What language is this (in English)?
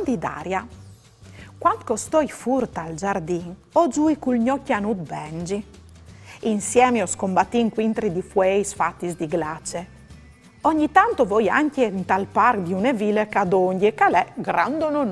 Friulian